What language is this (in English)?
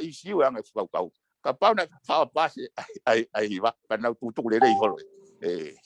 Tongan